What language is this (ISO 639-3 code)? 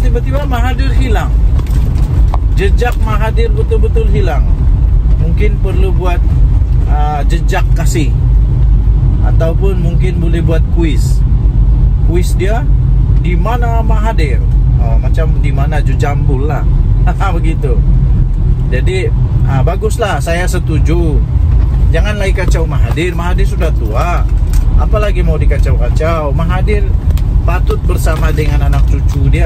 msa